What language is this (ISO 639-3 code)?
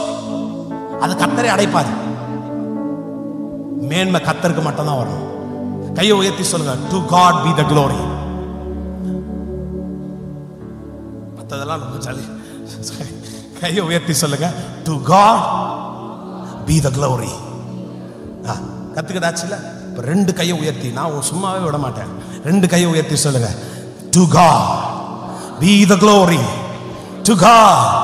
tam